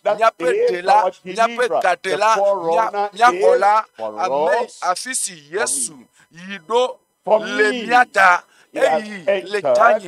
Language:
Ewe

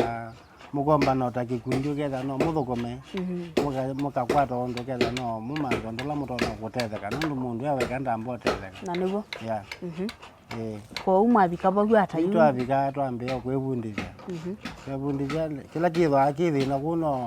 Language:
Kamba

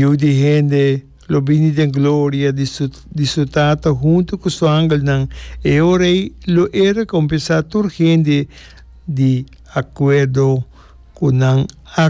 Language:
Papiamento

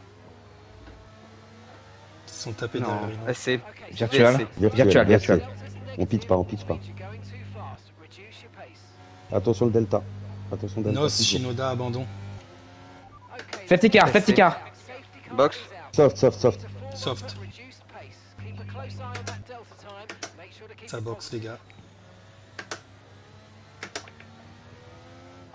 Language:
French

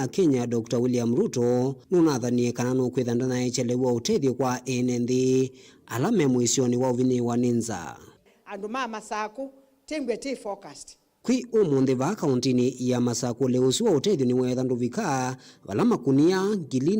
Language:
Kamba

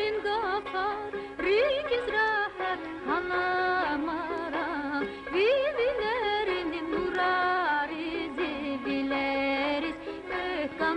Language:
Lezghian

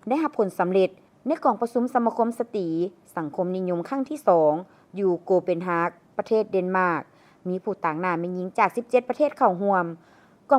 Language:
Lao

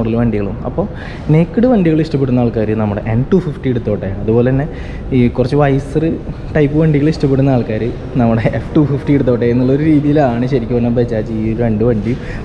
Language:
Malayalam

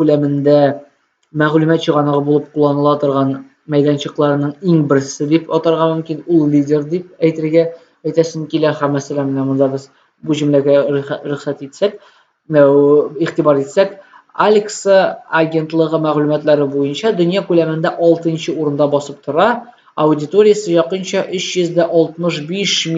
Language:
Tatar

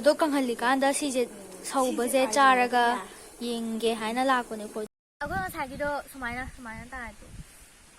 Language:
Manipuri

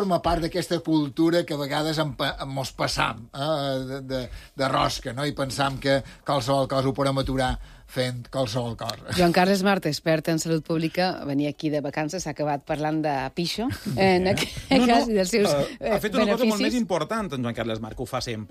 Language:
Catalan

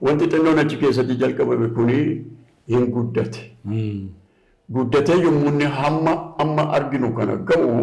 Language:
Oromo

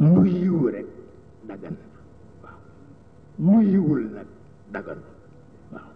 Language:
Wolof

